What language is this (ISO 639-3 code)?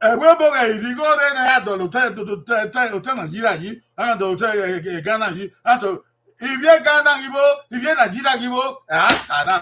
bin